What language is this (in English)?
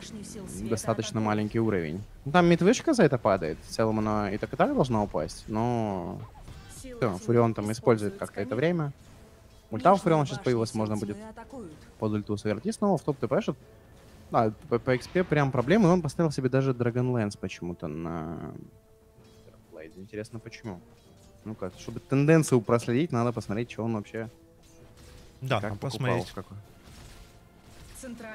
Russian